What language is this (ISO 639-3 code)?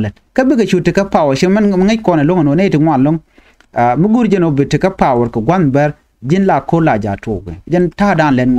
nus